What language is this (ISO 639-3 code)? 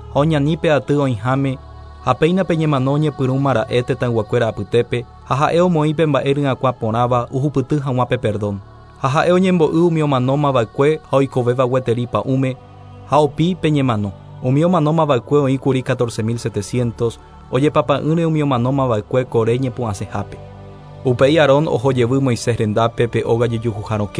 grn